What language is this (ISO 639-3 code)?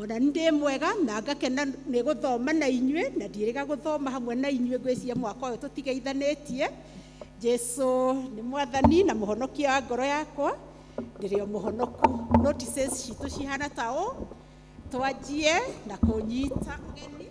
kik